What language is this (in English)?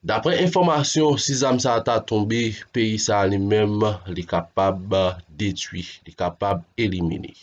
Haitian Creole